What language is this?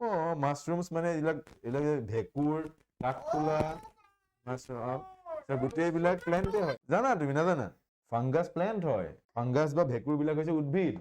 Assamese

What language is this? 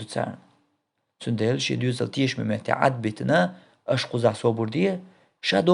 Chechen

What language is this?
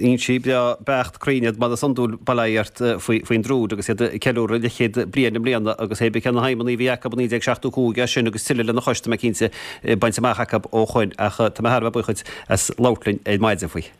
Irish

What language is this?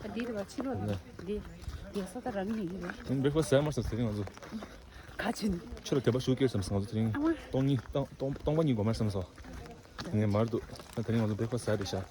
Tibetan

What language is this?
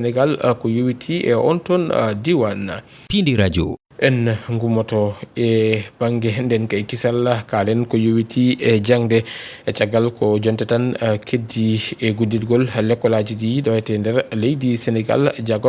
Fula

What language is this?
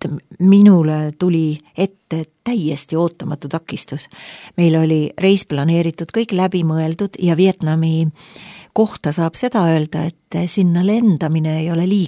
Estonian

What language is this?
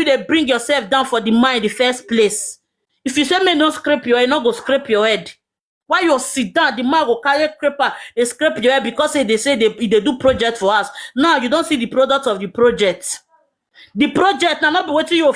Nigerian Pidgin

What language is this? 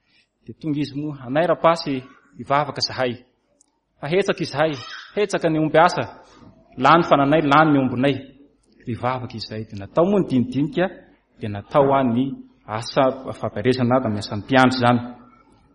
Malagasy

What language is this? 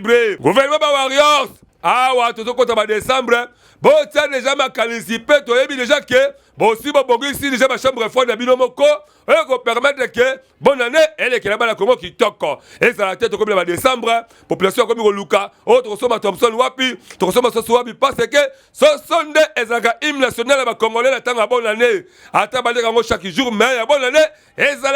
Lingala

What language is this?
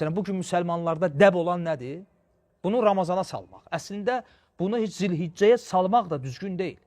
Azerbaijani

